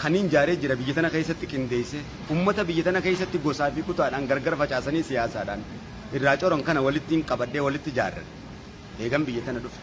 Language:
Oromo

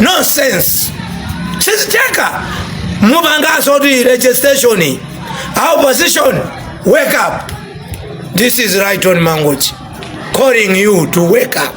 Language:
Nyanja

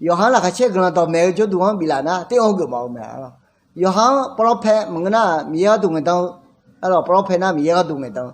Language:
Akha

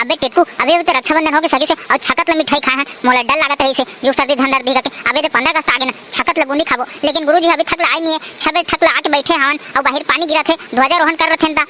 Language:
Chhattisgarhi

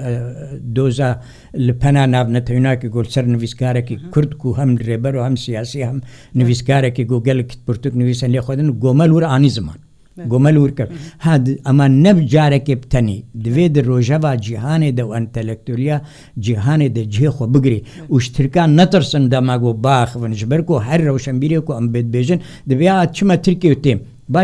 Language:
Kurdish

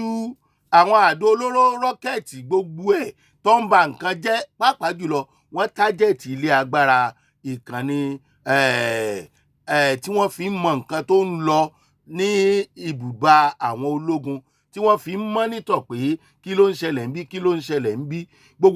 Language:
Yoruba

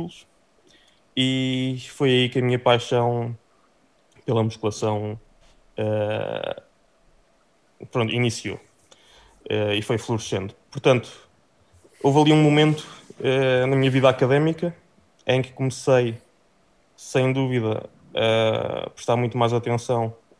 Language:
Portuguese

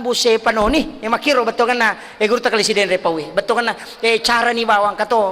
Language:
Buginese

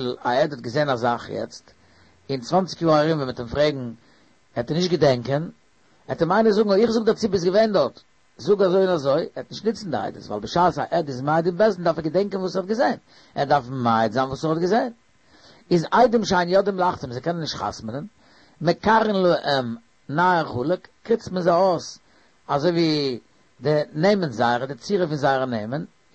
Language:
Yiddish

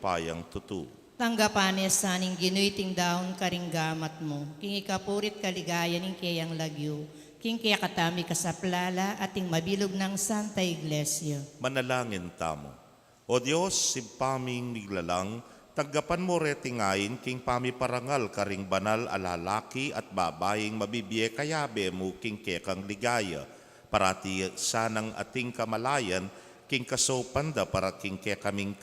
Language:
Pampanga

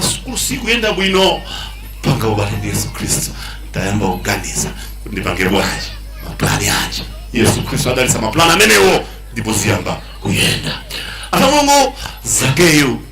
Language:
Nyanja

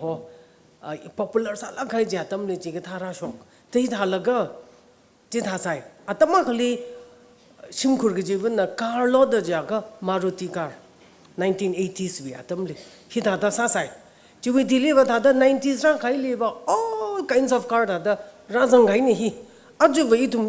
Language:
Tangkhul Naga (India)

